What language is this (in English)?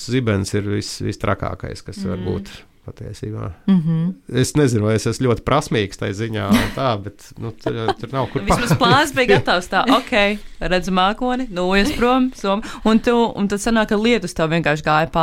Latvian